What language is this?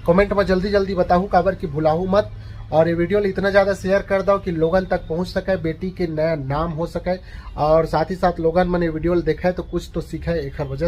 Chhattisgarhi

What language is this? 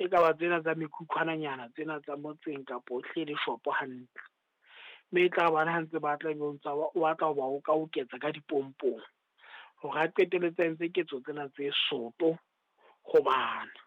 Southern Sotho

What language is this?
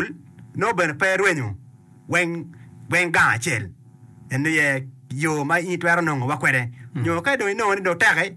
Acoli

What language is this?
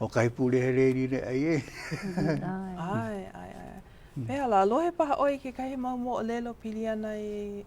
Hawaiian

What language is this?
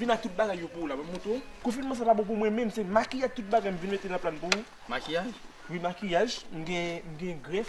Haitian Creole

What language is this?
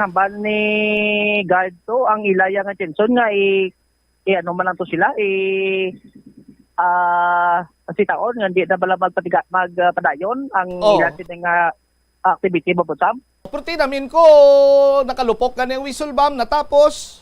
Hiligaynon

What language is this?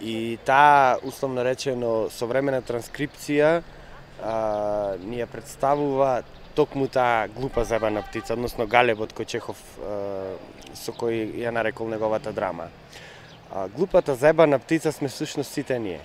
Macedonian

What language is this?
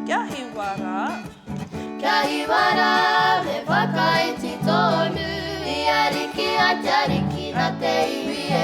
Māori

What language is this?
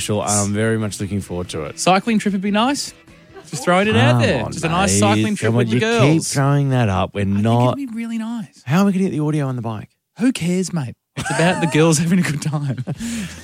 English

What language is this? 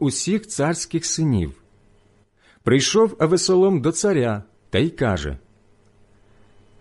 Ukrainian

